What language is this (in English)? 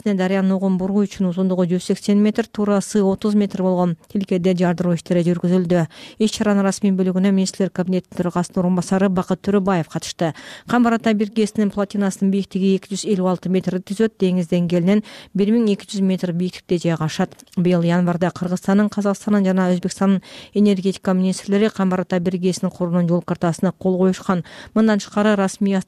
Kyrgyz